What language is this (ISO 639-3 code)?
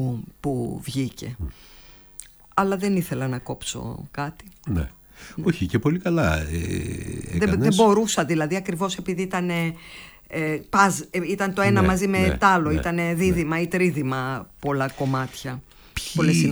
ell